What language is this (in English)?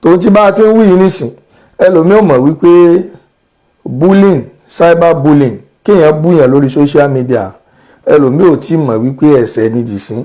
Yoruba